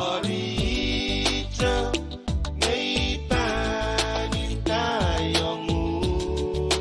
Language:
Pohnpeian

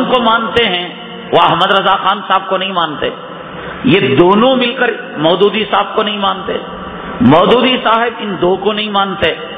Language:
Urdu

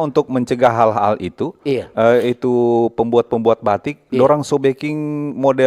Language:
Manado Malay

